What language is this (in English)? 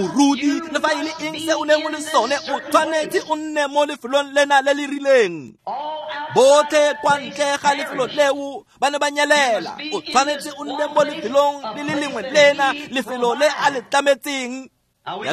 Tswana